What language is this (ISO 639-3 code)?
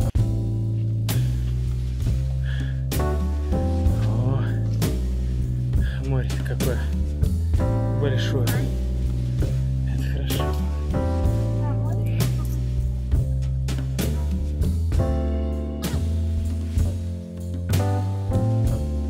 rus